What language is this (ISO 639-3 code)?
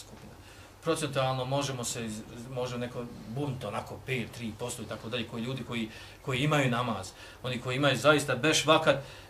bos